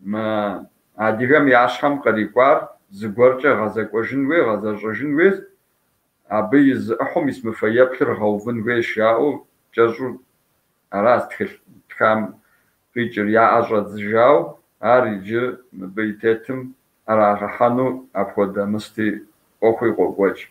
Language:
Kabardian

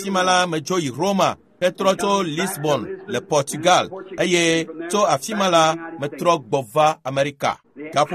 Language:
Ewe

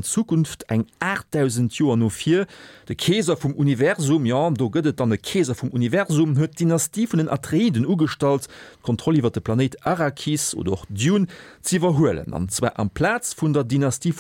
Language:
Luxembourgish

